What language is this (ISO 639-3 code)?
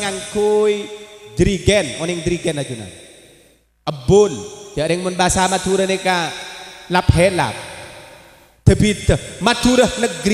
mad